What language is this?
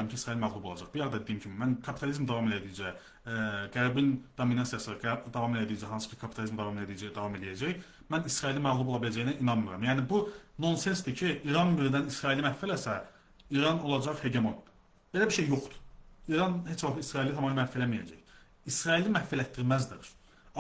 Azerbaijani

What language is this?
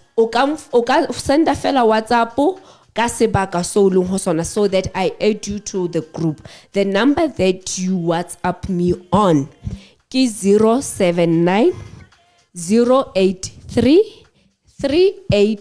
Southern Sotho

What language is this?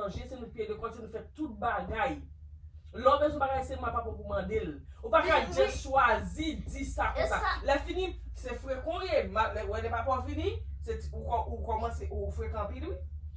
Haitian Creole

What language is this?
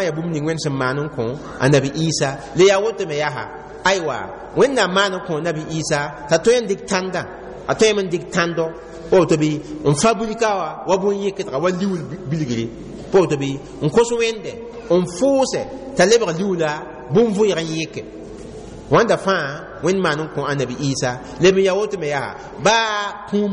Mossi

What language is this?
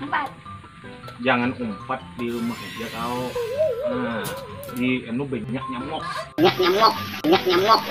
Banjar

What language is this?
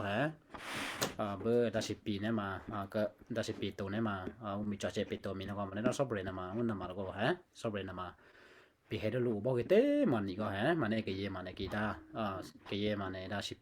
Western Kayah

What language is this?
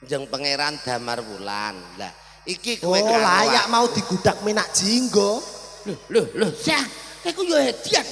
Javanese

